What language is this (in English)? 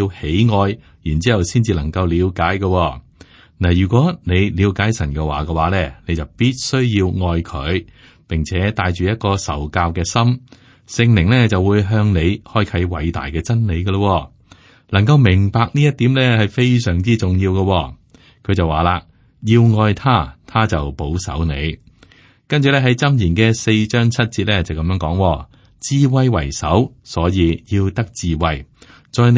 Cantonese